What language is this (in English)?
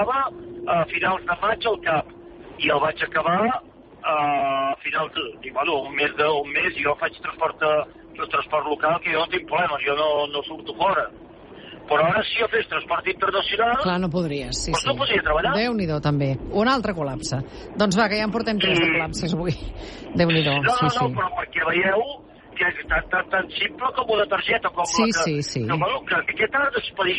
Catalan